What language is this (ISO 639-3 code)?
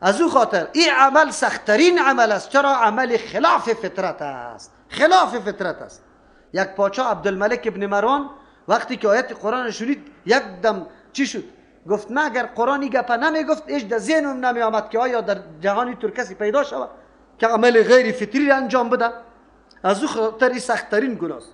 fas